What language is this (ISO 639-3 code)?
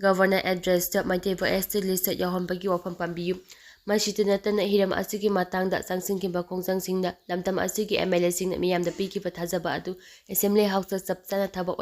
mni